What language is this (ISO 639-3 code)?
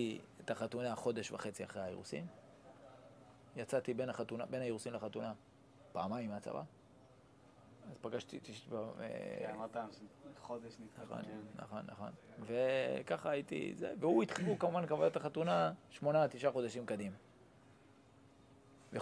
heb